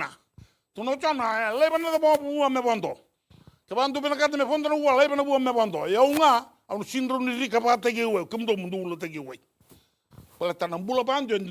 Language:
Fijian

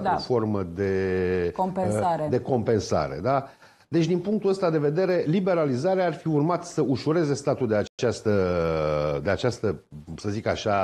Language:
Romanian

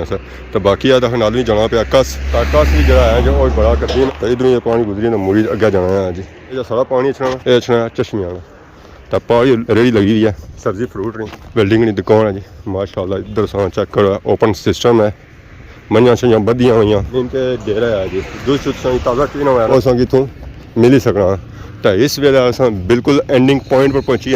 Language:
Pahari-Potwari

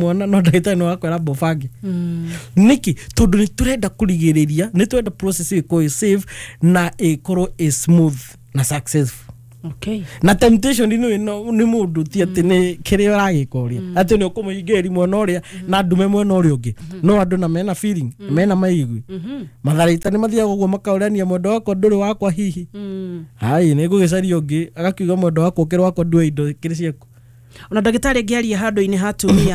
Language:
Kikuyu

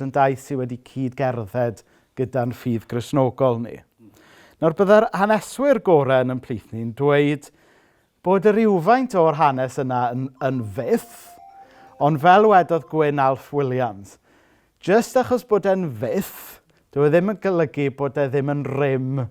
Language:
Welsh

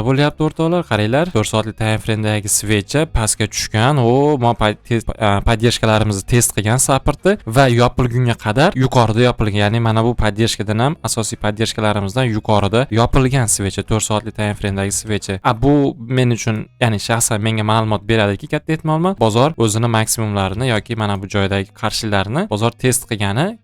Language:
Uzbek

